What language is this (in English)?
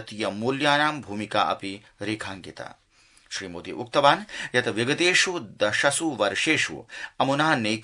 Sanskrit